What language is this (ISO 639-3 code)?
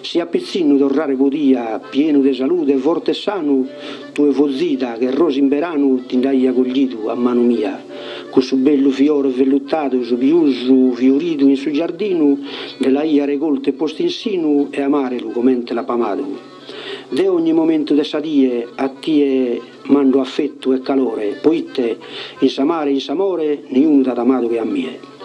srd